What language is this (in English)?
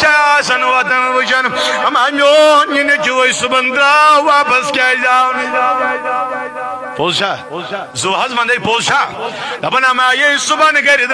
Kashmiri